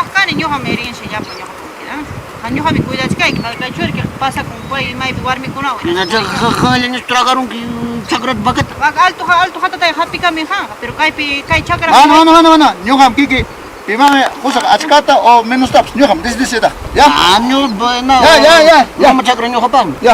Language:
Ayacucho Quechua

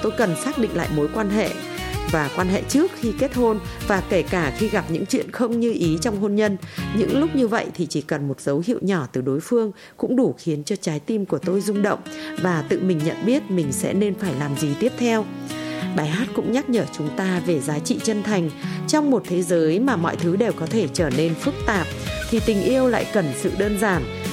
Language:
Vietnamese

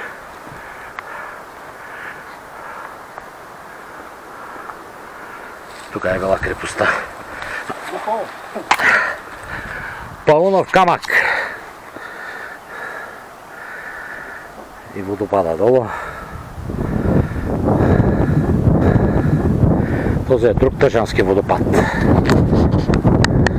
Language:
Bulgarian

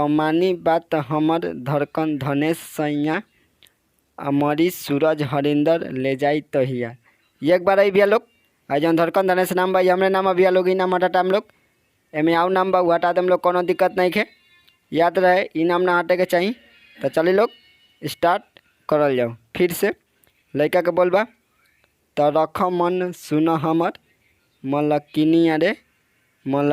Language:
Bhojpuri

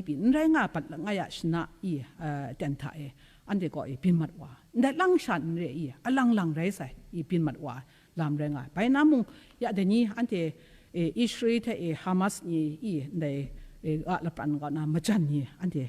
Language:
Kachin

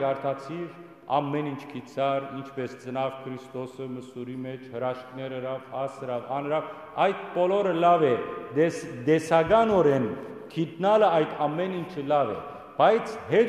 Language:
Western Armenian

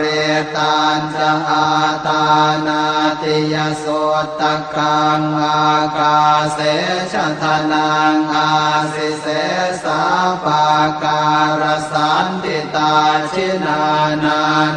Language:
Pali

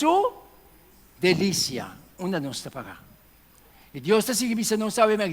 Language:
Papiamento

